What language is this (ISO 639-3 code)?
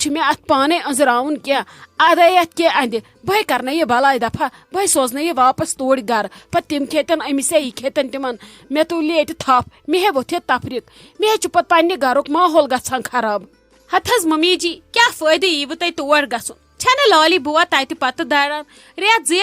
kas